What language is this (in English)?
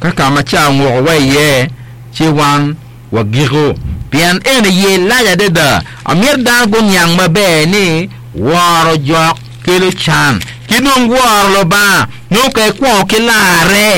Acoli